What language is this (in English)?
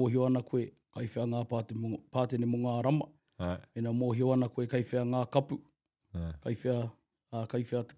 Māori